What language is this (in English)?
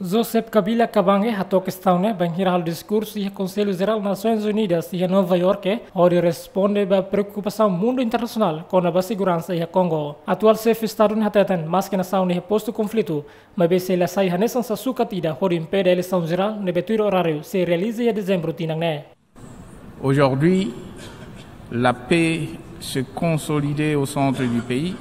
Tetum